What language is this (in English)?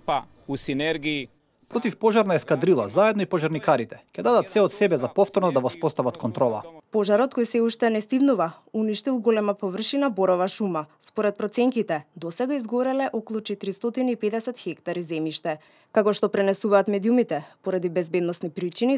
Macedonian